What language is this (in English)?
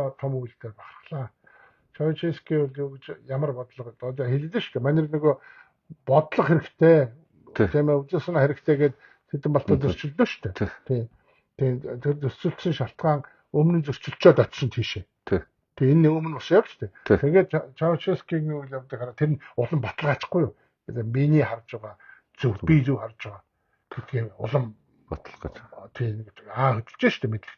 Mongolian